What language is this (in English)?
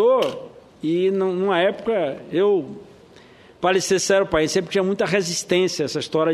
Portuguese